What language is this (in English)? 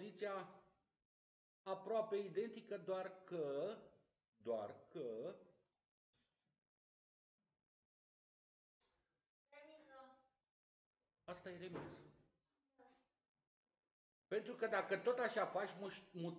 Romanian